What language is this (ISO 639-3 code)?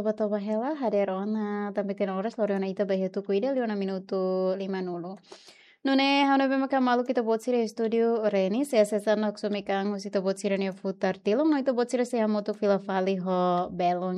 tet